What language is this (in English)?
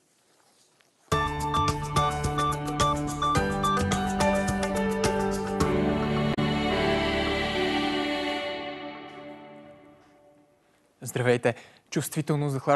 Bulgarian